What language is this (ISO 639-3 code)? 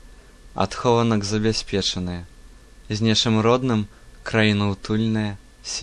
bel